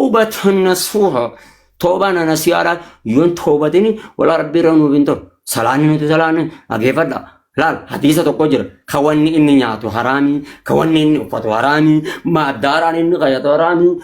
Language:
Oromo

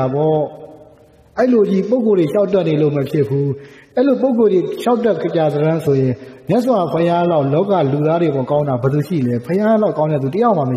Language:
Burmese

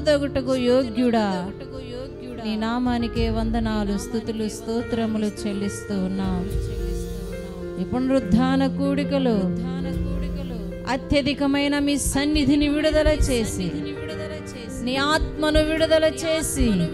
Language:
Telugu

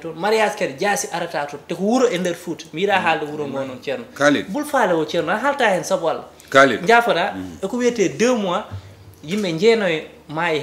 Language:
Fula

